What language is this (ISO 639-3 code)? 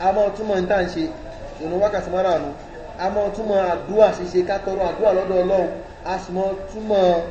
yor